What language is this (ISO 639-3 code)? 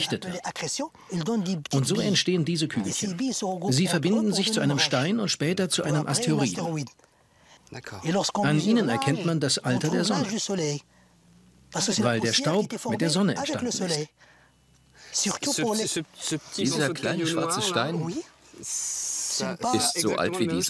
deu